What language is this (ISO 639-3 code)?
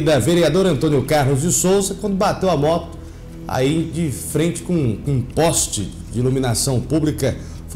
por